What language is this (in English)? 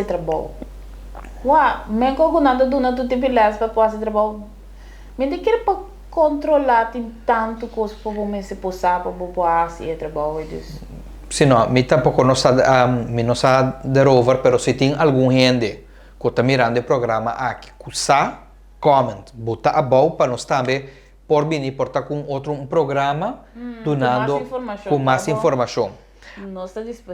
Papiamento